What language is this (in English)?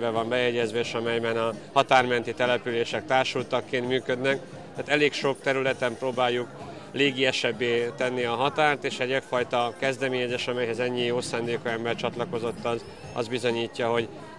Hungarian